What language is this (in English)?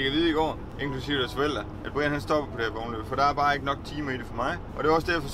Danish